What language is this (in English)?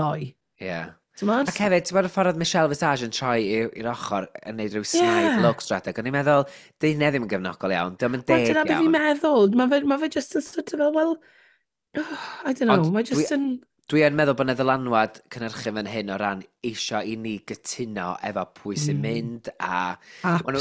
Welsh